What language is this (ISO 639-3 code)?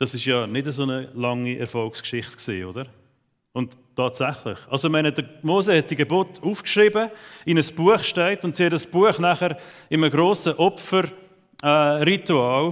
gsw